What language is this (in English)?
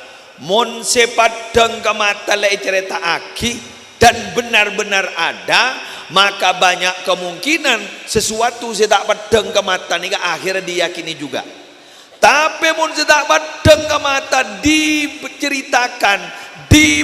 Madurese